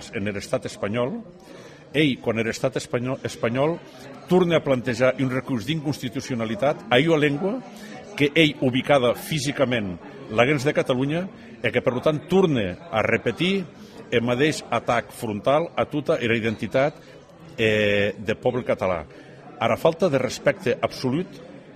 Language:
Occitan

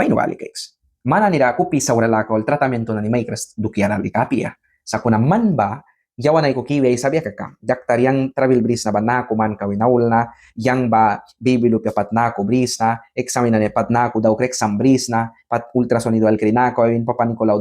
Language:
Mískito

